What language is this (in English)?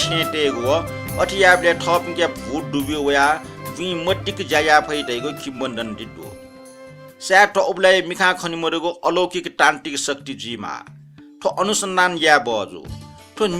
Newari